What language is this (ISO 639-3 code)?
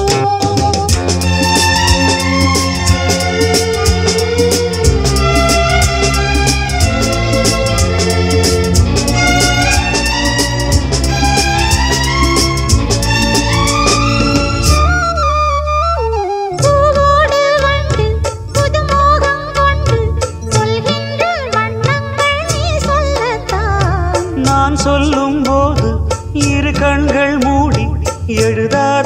tam